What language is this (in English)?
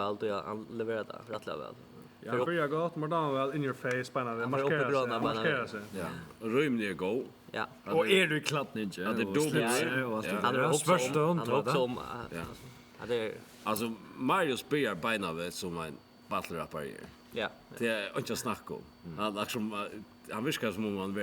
Faroese